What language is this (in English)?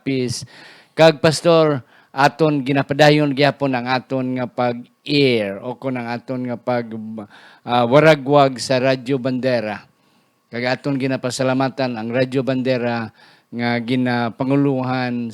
Hiligaynon